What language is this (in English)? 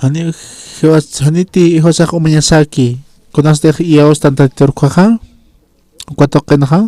Aymara